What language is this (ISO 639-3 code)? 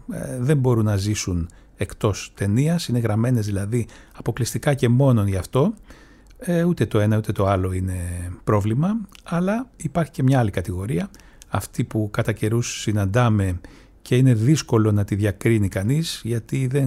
ell